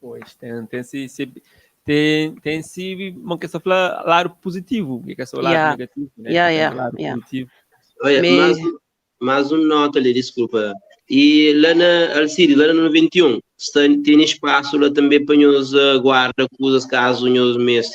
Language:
Kabuverdianu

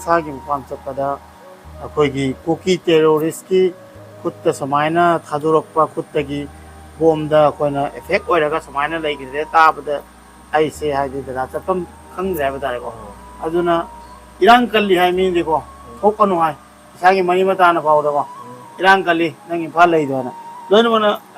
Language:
Manipuri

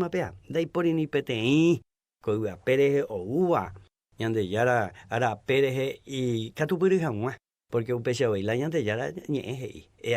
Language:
Guarani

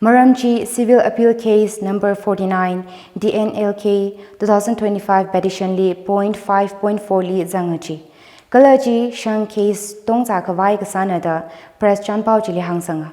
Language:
Tangkhul Naga (India)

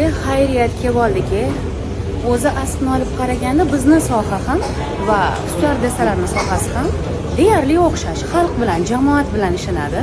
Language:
Uzbek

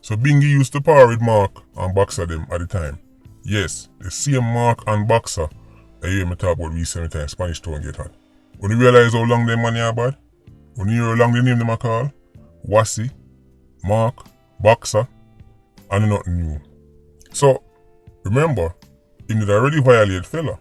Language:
Jamaican Creole English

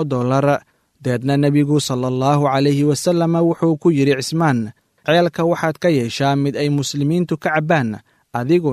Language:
Somali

